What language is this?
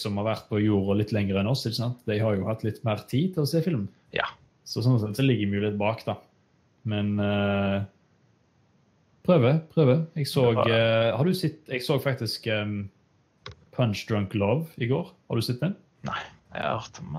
Norwegian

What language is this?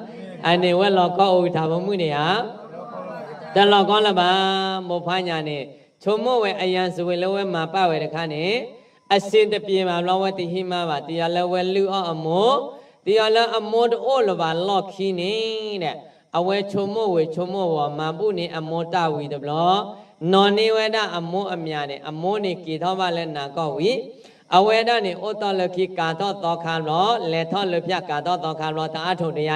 S'gaw Karen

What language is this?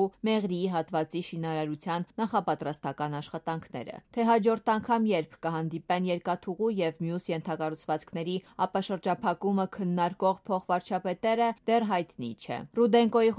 Armenian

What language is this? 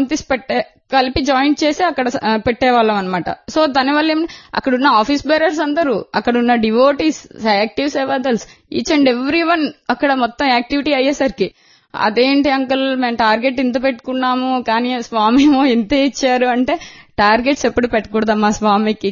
Telugu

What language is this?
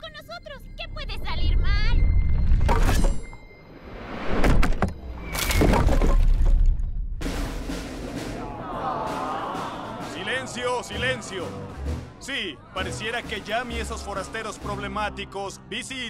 Spanish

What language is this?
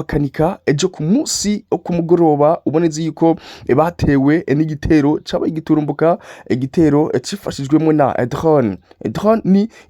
Rundi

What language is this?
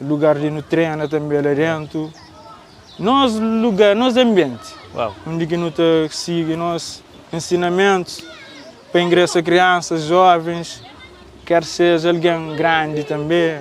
Kabuverdianu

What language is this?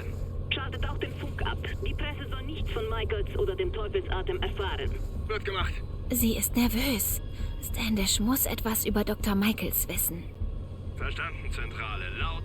Bavarian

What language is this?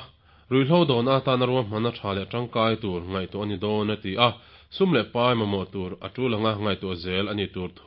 Mizo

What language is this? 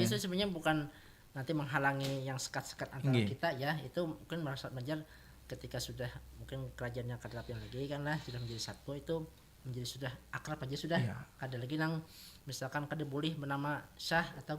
Banjar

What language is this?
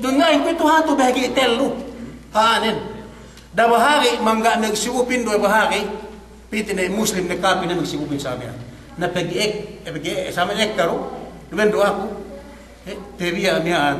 Yakan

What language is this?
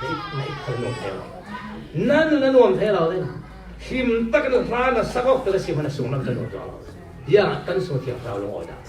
Falam Chin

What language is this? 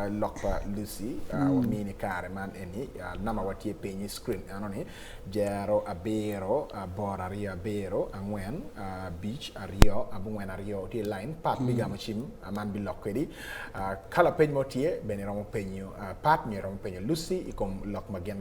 Acoli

